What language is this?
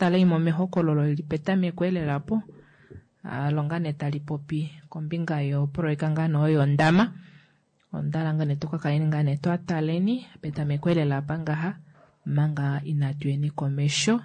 Kuanyama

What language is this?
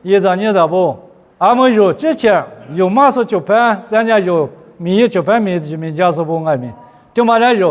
Lisu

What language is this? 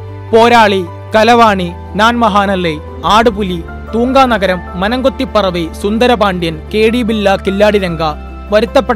Malayalam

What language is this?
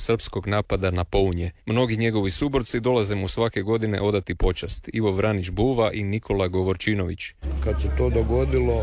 Croatian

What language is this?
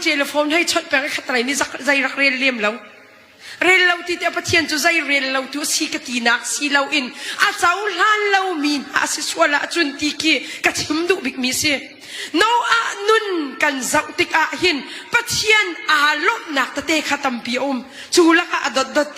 Hakha Chin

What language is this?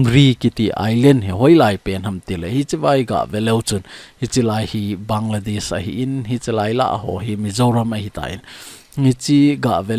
Thado Chin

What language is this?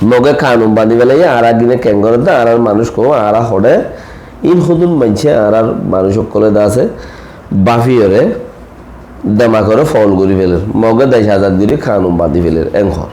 Rohingya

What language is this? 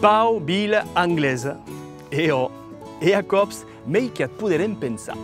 Occitan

